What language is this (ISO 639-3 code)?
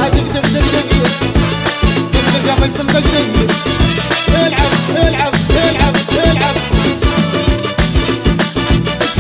ara